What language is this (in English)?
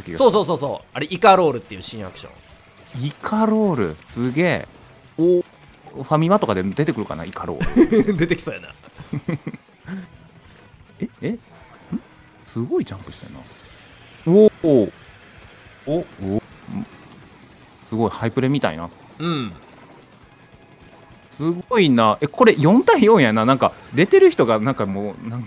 Japanese